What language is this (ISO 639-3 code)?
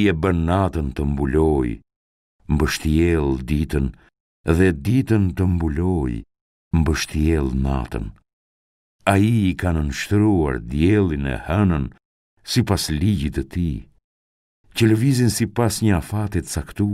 sqi